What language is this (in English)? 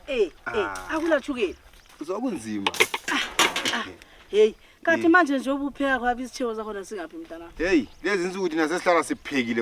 North Ndebele